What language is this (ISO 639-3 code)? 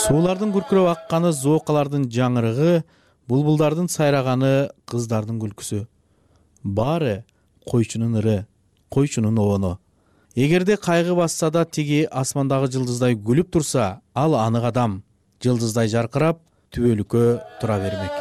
kir